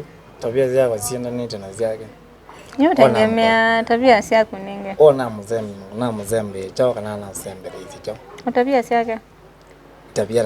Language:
Kamba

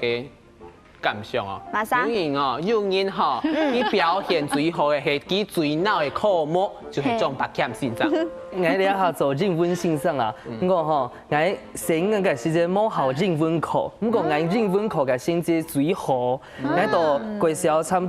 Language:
Hakka Chinese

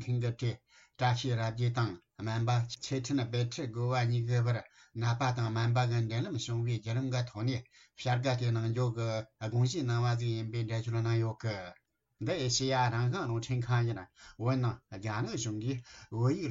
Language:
Tibetan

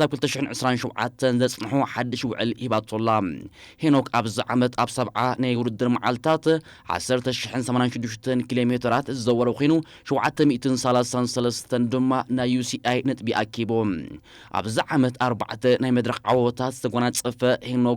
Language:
Tigrinya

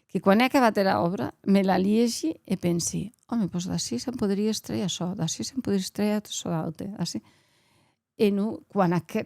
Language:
Occitan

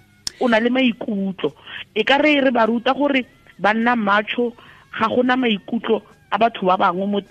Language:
Tswana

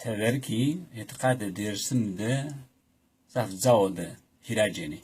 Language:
Zaza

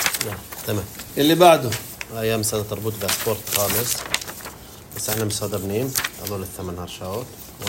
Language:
North Levantine Arabic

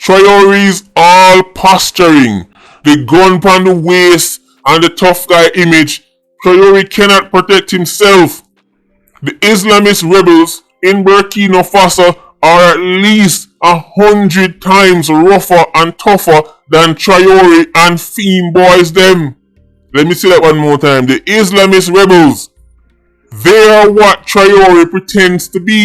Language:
Jamaican Creole English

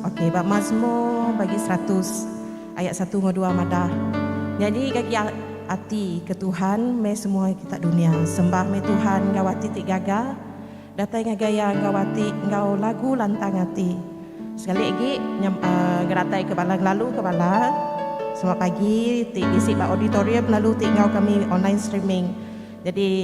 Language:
Iban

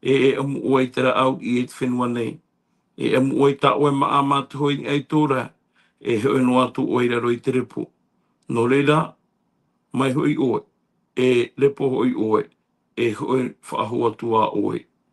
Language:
Tahitian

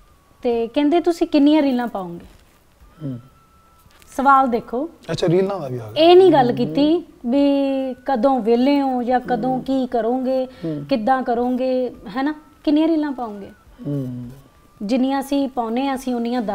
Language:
Punjabi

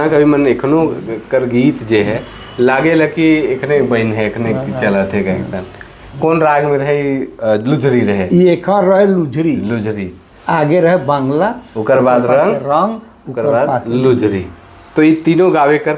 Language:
Sadri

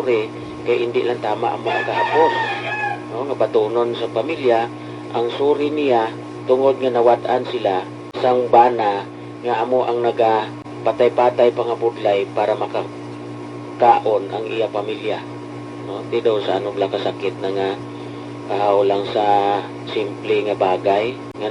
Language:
Hiligaynon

